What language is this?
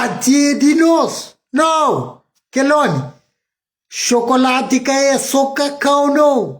Kabuverdianu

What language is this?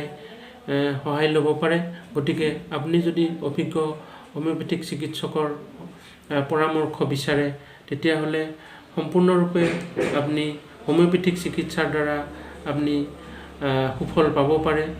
Assamese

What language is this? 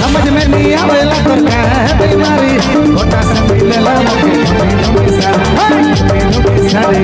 Sadri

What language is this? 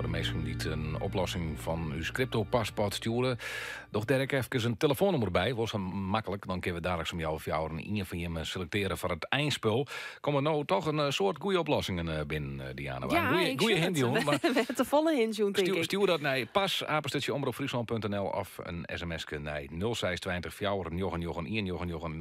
Western Frisian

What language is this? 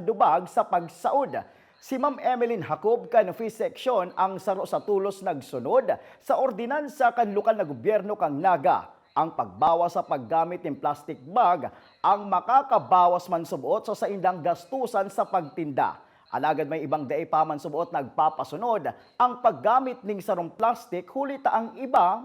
Bikol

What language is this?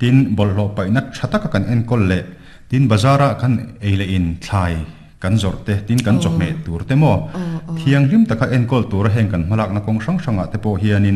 Mizo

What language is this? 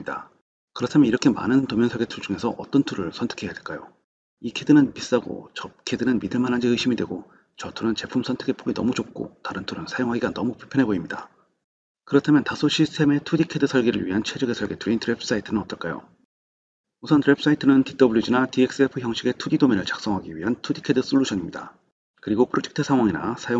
Korean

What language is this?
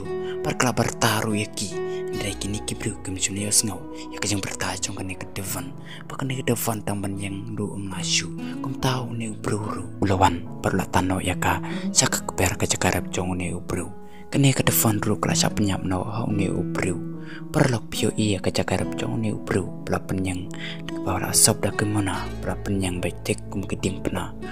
Khasi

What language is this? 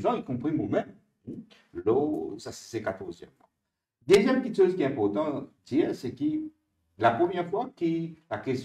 Morisyen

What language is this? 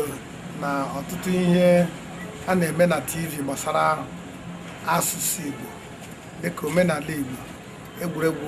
Igbo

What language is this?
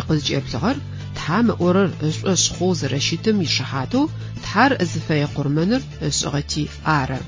Adyghe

